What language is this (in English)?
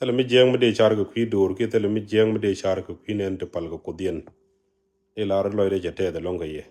Nuer